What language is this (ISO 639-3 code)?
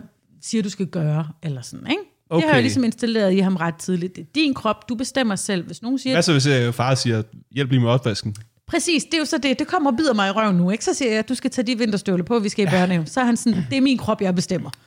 dan